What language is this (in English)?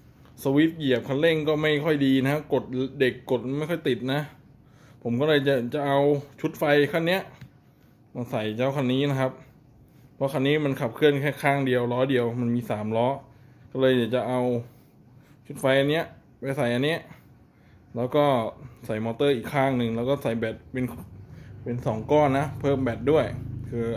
Thai